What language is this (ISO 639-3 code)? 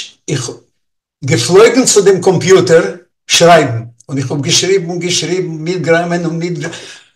yid